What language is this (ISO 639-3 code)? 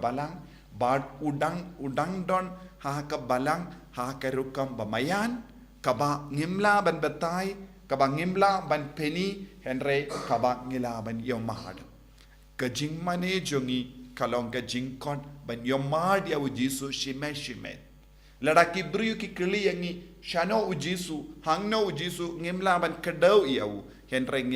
kha